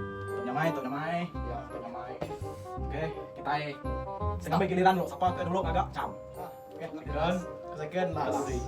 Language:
Iban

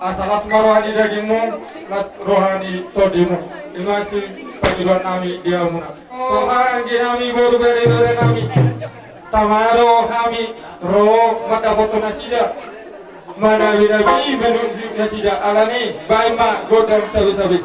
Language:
Batak Toba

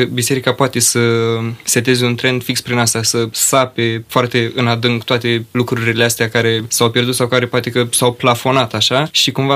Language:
Romanian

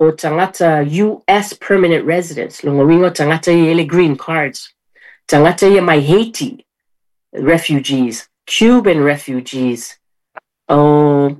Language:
Samoan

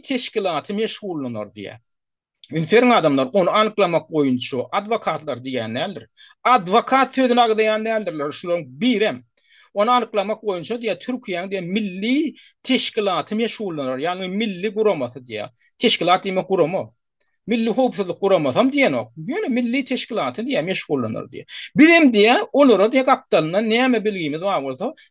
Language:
Turkmen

